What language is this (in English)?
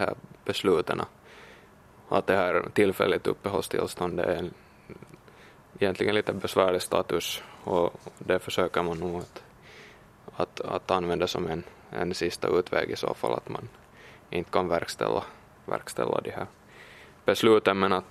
Swedish